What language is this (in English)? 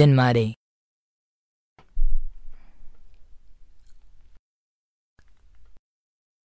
Malayalam